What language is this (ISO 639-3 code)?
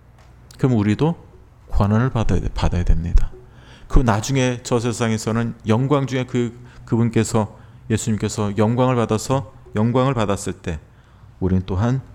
kor